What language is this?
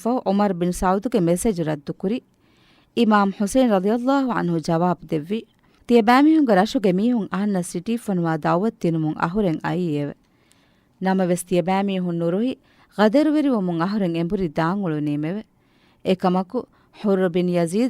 Divehi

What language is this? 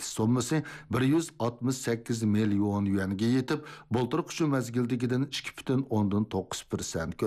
Uyghur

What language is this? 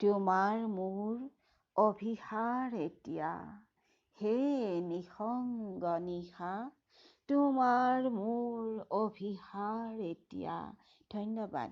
Assamese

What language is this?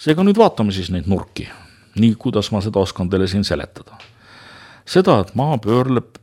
Estonian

